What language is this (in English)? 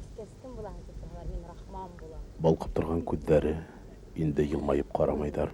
Bashkir